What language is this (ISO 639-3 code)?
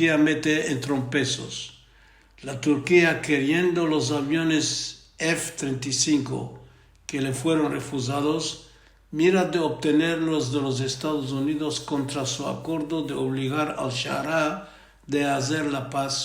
lad